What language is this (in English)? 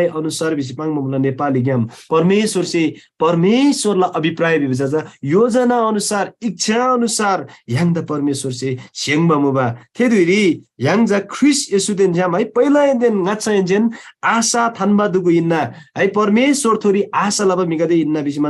Eastern Tamang